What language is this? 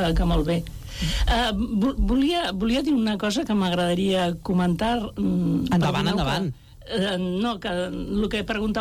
Catalan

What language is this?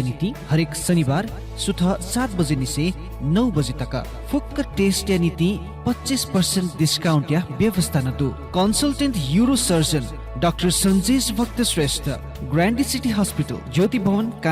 Newari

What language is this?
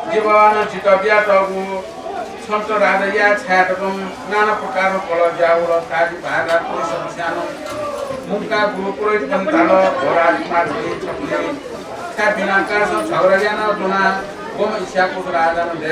Newari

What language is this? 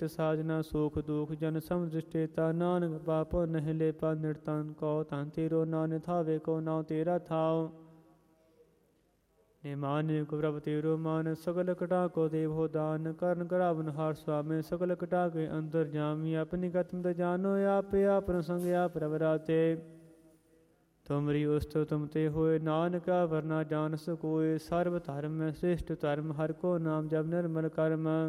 Punjabi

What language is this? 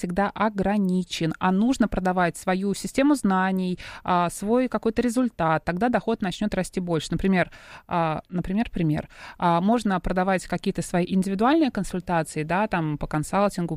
Russian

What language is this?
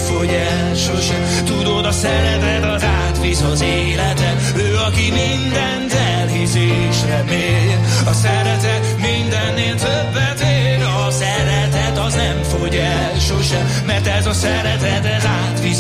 Hungarian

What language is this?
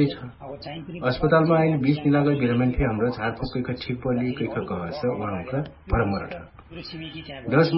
Dangaura Tharu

